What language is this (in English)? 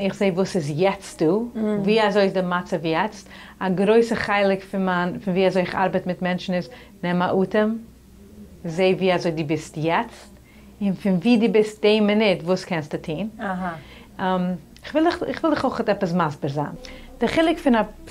Yiddish